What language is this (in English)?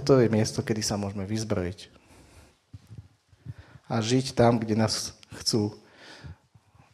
Slovak